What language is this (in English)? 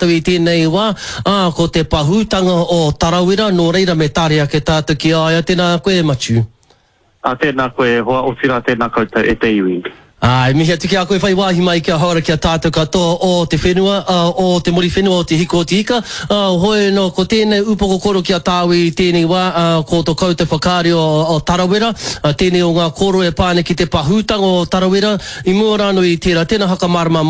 Māori